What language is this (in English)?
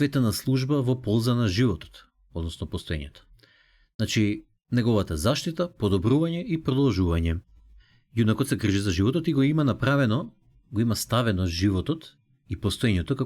Macedonian